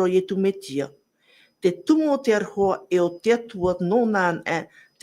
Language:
Tahitian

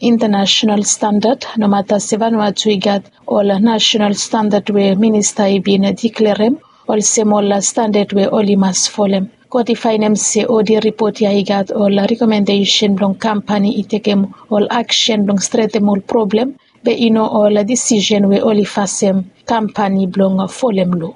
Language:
Bislama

